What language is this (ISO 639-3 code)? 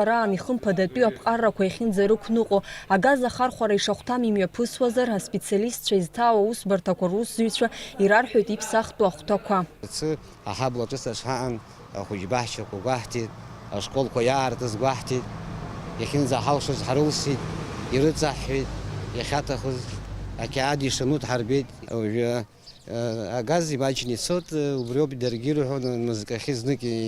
abk